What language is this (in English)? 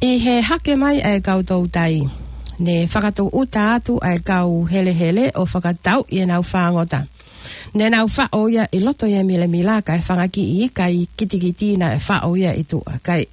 Tongan